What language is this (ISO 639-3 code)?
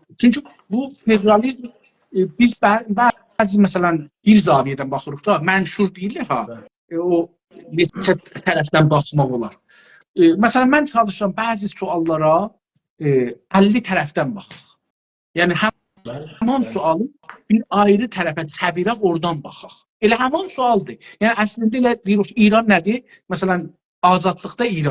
azb